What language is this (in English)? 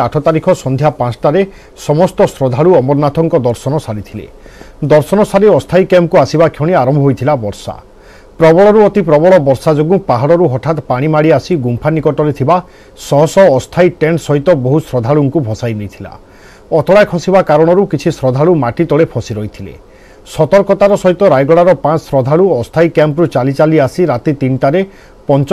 Odia